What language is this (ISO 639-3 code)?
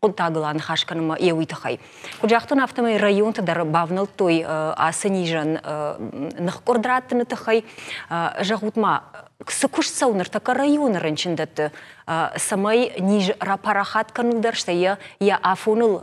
oss